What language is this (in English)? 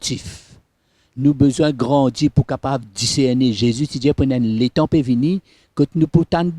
Morisyen